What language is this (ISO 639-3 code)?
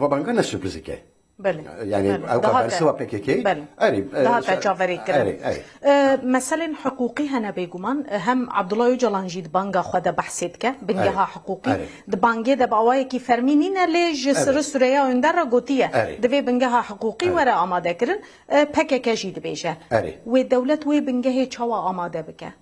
kur